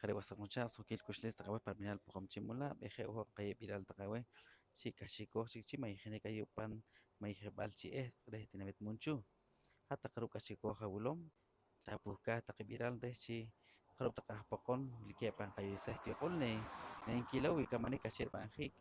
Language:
Poqomchi'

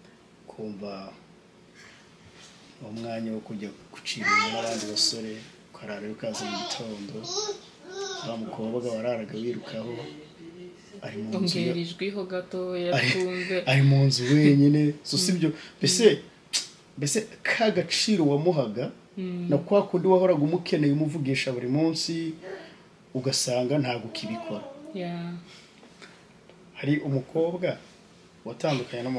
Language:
Kinyarwanda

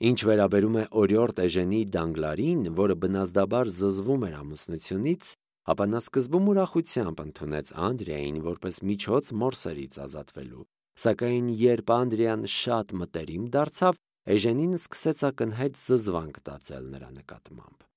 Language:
Armenian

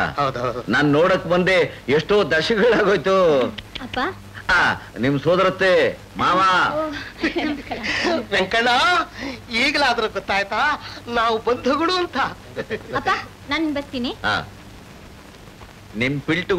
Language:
Kannada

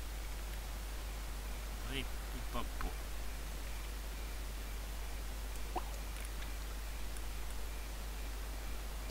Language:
Finnish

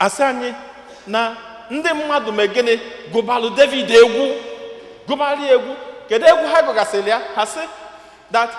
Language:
Igbo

